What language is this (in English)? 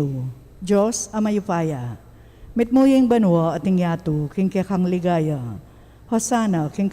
Pampanga